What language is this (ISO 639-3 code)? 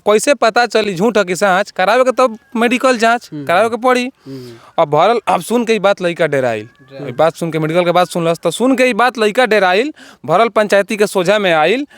bho